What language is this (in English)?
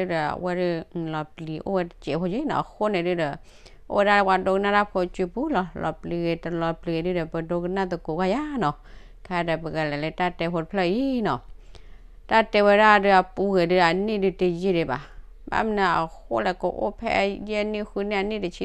S'gaw Karen